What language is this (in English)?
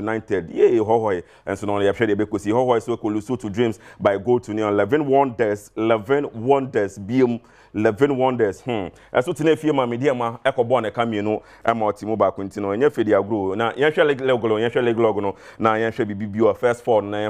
Akan